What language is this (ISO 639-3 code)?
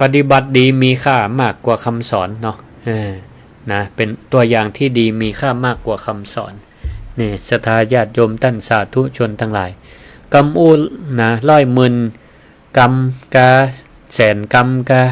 nod